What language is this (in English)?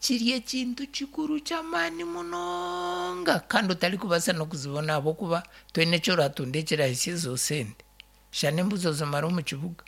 Nyankole